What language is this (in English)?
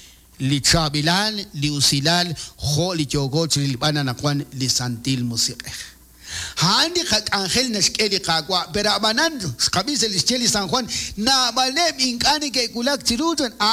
Kekchí